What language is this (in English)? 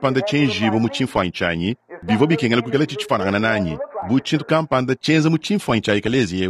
Luba-Lulua